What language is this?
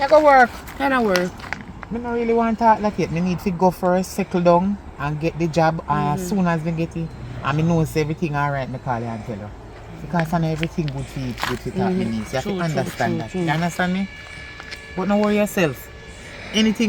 Jamaican Creole English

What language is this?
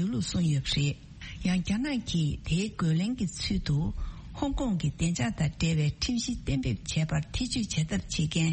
Tibetan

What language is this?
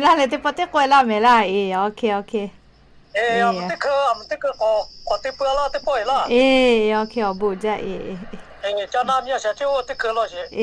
Lahu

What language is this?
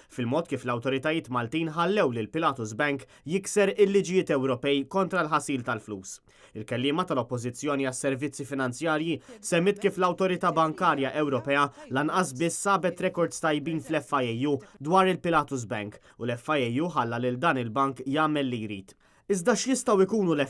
Maltese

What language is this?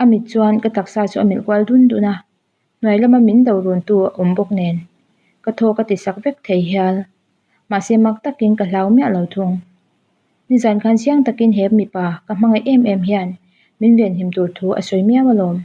Mizo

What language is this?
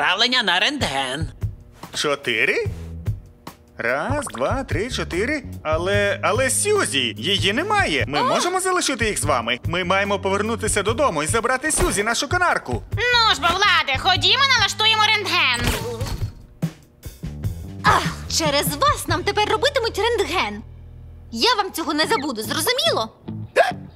Ukrainian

